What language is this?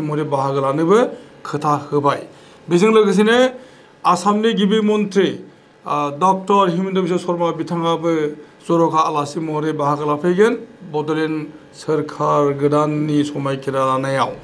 Bodo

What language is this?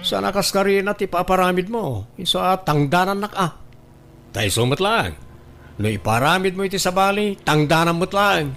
Iloko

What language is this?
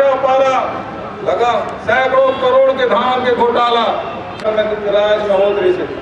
Chhattisgarhi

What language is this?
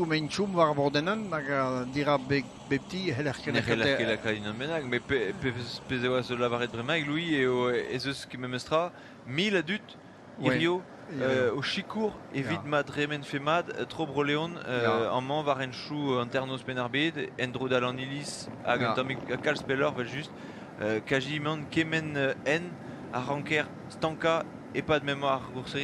Breton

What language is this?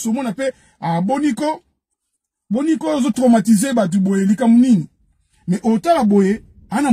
Lingala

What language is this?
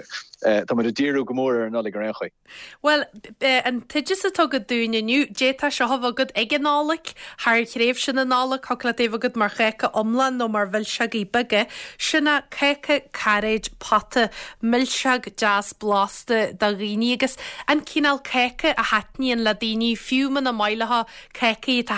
Irish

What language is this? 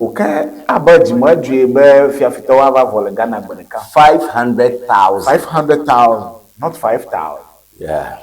Ewe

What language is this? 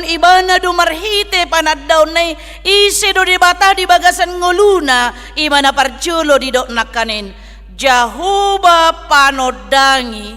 Batak Toba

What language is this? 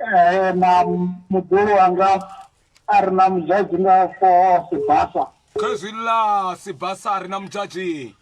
Venda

